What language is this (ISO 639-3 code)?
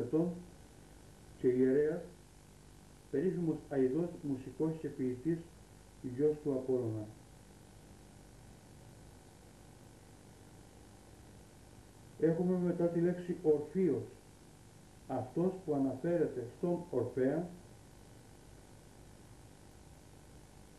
ell